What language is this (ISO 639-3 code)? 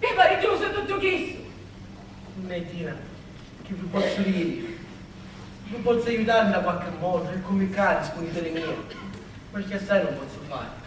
scn